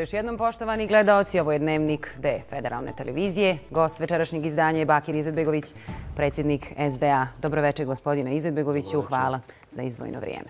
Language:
Bosnian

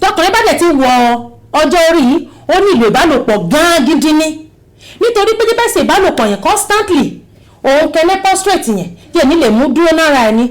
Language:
Yoruba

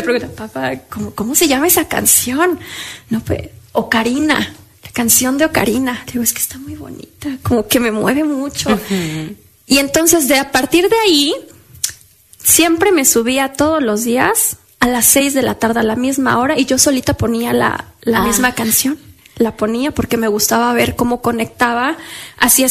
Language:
Spanish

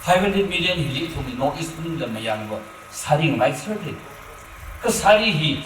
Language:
Tangkhul Naga (India)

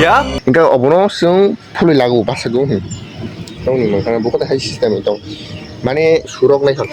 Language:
Kok Borok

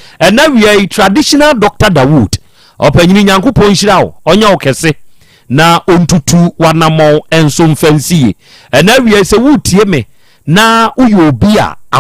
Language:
Akan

